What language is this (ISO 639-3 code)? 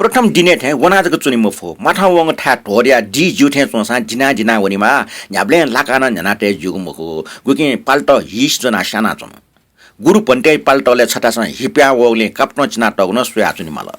new